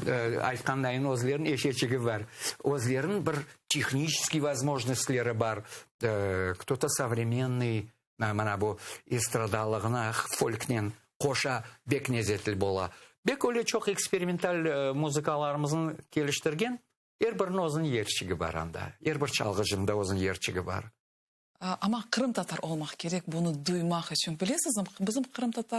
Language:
Crimean Tatar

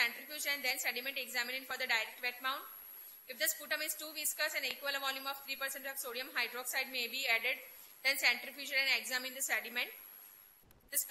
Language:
English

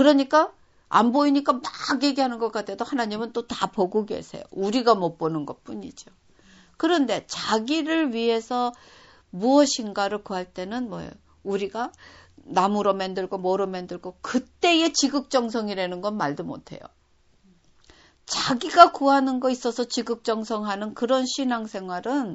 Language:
Korean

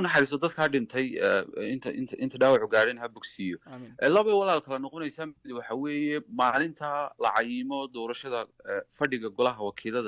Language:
Somali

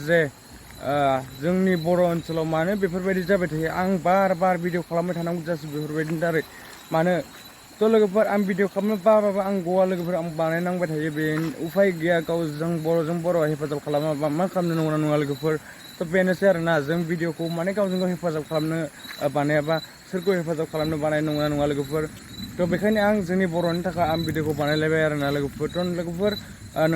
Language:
Bodo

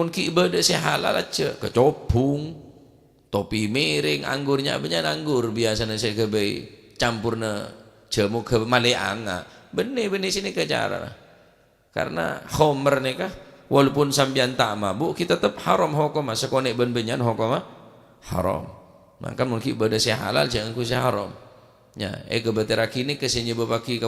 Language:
Madurese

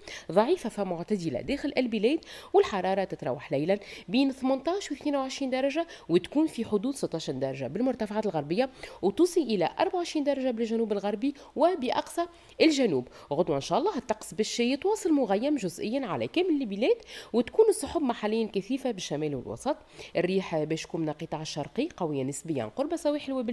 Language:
Tunisian Arabic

